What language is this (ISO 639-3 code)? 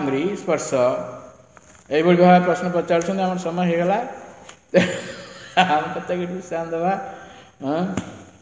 ori